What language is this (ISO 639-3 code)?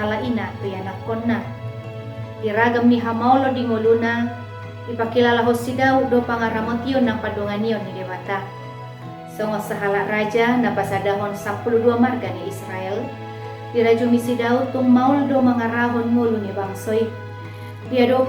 bbc